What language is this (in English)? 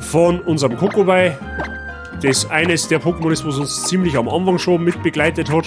Bavarian